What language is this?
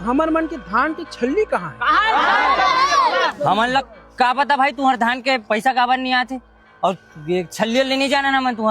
Chhattisgarhi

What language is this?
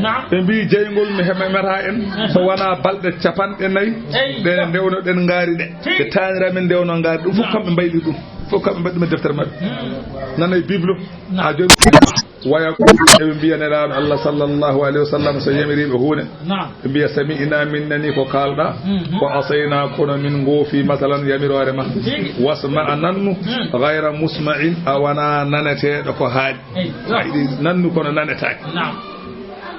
Fula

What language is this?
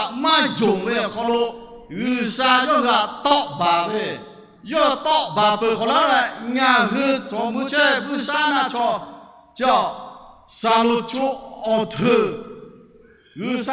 Lahu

